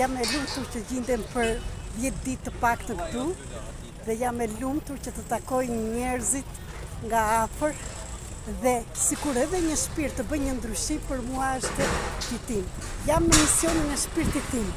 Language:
Albanian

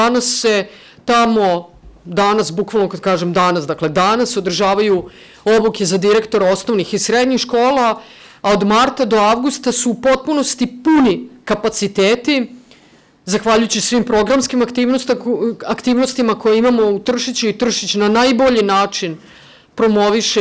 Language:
Serbian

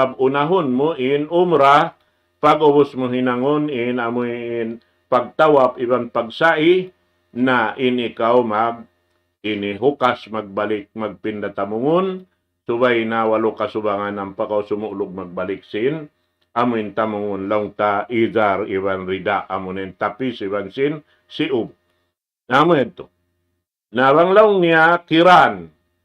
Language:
Tausug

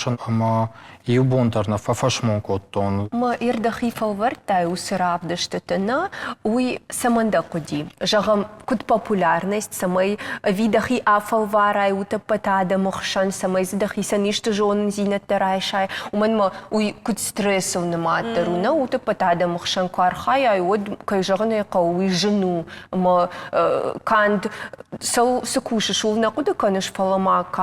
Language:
Ossetic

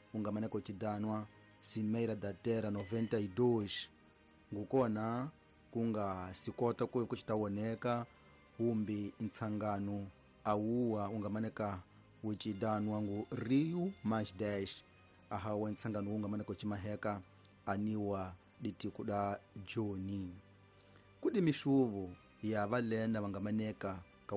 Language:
Tsonga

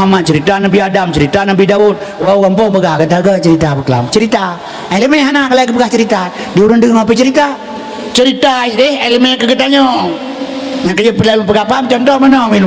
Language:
Achinese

